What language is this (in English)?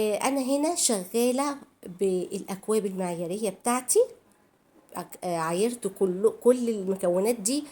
Egyptian Arabic